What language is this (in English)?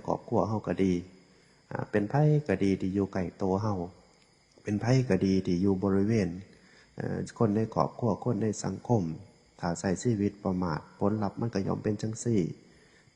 Northeastern Thai